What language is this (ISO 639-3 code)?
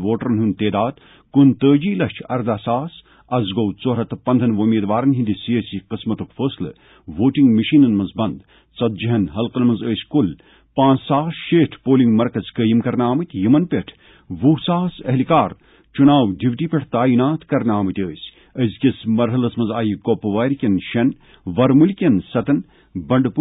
kas